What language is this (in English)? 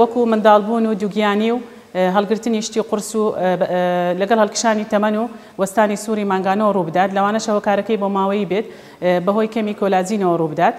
Central Kurdish